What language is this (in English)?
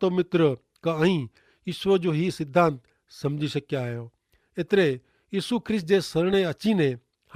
Kachhi